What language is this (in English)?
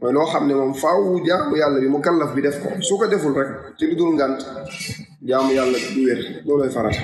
Wolof